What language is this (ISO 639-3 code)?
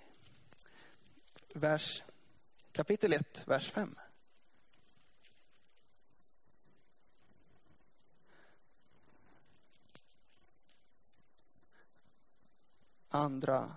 swe